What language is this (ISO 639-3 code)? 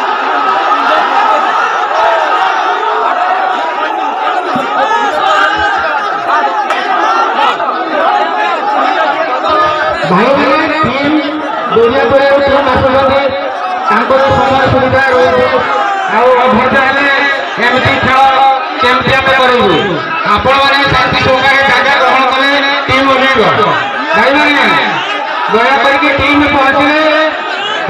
hin